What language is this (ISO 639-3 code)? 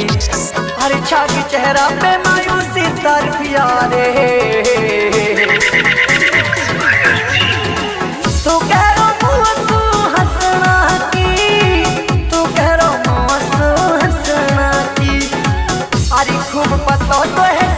bgc